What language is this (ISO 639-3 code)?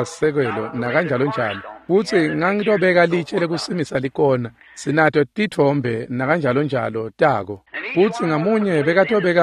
ssw